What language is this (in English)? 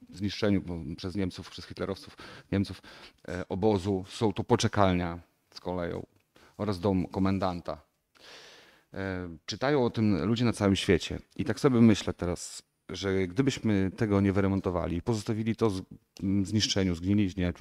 Polish